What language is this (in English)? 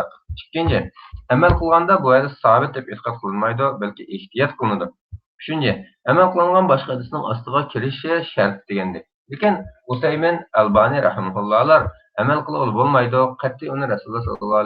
Uyghur